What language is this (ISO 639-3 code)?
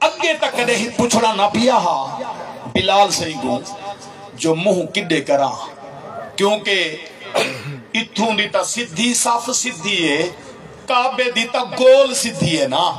skr